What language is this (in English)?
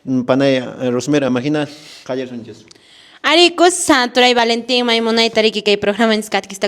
Quechua